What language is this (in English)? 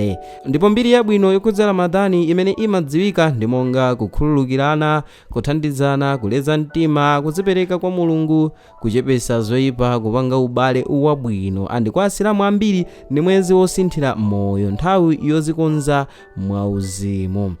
Nyanja